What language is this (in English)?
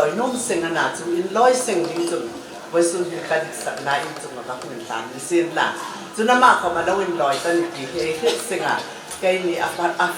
Hmar